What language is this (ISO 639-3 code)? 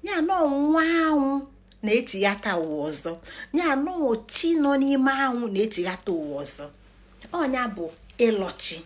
ibo